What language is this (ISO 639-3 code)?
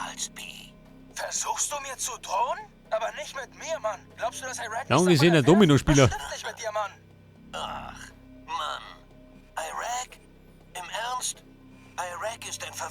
bar